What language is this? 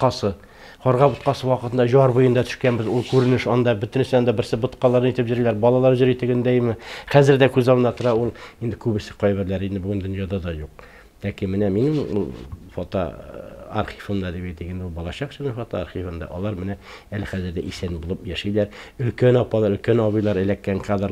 Tatar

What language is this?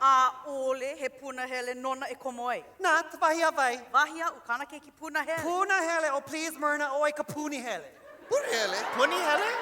Hawaiian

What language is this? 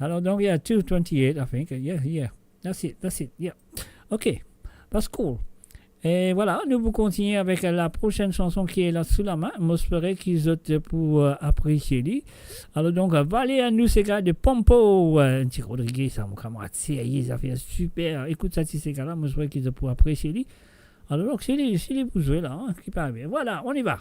Morisyen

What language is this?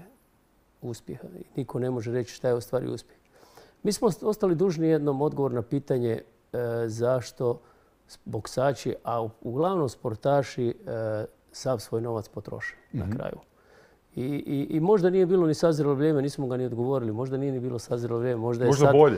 Croatian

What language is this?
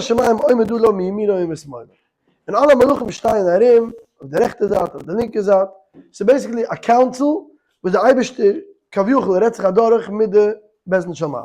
Yiddish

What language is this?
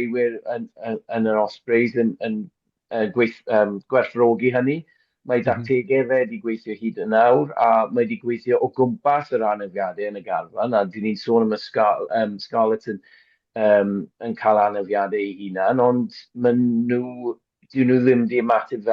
Welsh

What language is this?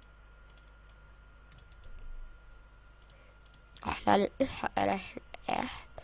Hungarian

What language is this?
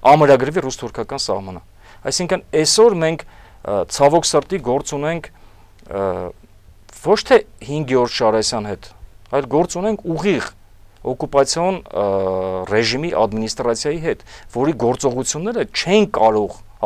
Armenian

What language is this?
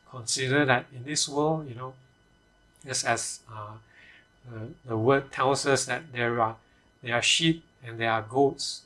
English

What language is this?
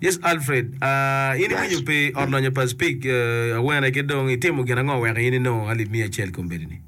Acoli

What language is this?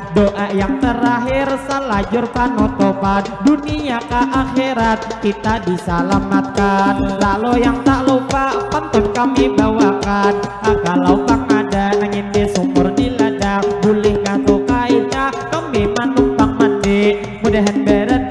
Banjar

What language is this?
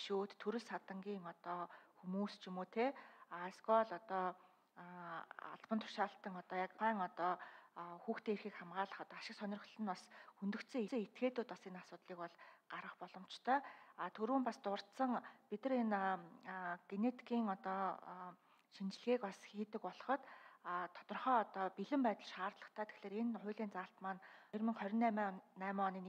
Mongolian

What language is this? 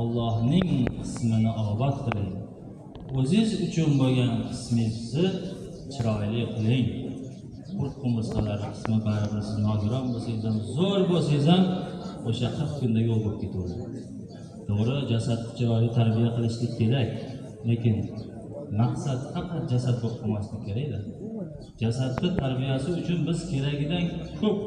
Uzbek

